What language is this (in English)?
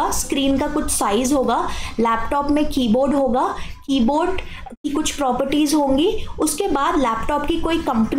Hindi